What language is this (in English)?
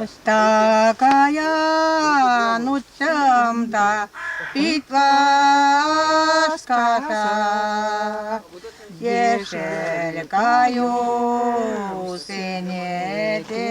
Chuvash